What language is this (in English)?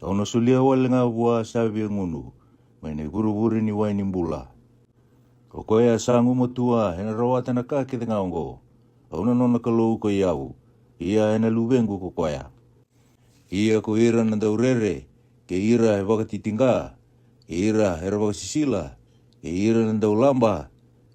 Fijian